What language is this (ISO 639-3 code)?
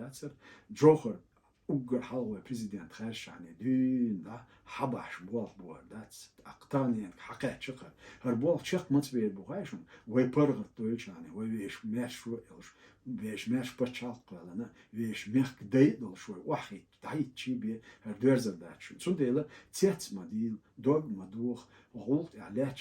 che